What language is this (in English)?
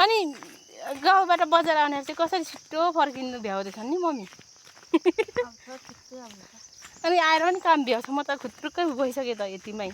Nepali